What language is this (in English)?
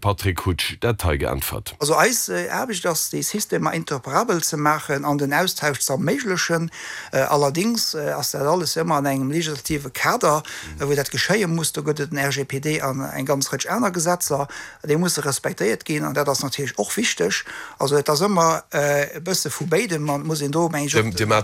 Luxembourgish